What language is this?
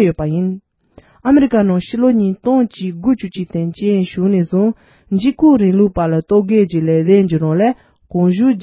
Tibetan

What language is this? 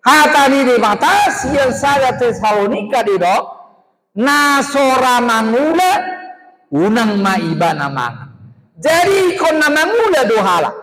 Batak Toba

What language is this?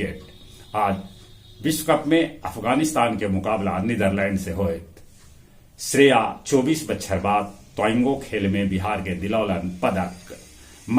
Magahi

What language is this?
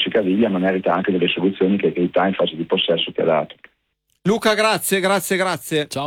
Italian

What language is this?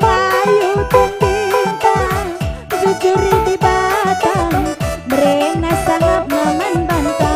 Batak Karo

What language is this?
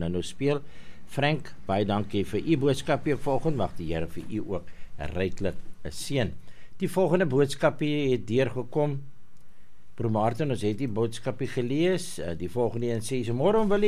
Afrikaans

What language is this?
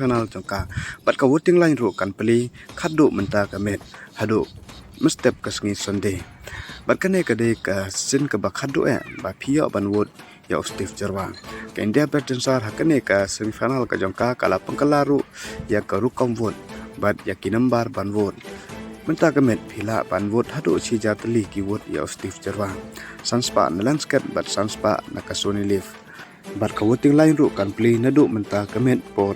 Khasi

